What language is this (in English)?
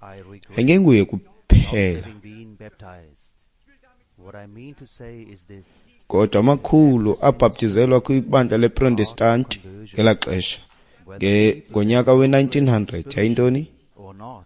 Xhosa